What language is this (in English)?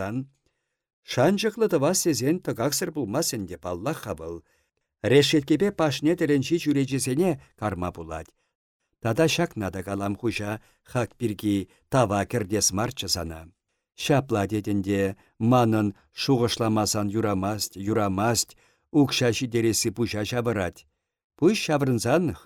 Chuvash